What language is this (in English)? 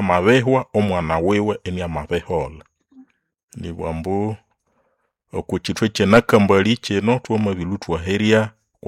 Nande